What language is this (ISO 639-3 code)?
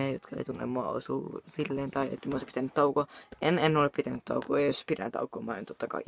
fin